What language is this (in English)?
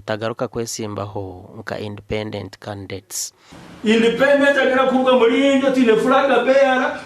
Nyankole